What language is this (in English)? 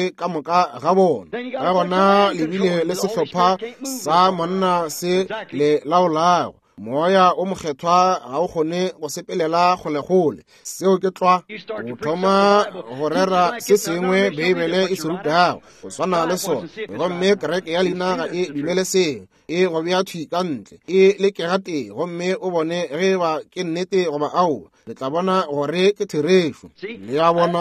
Northern Sotho